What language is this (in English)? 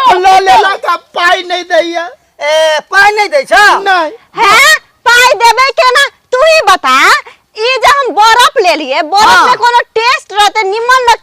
Maithili